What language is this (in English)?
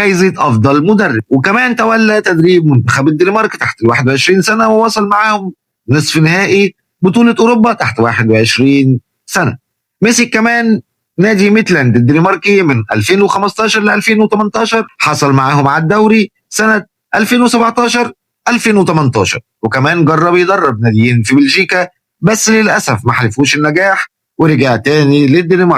Egyptian Arabic